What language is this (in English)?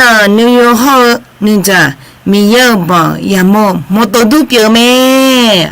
Akha